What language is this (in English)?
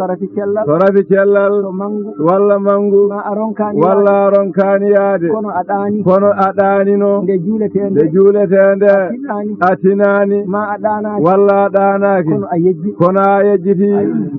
Fula